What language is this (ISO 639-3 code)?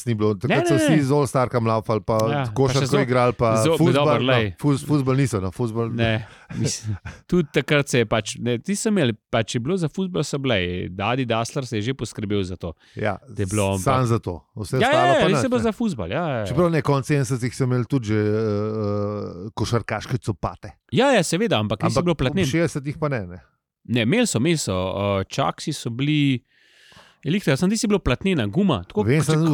slv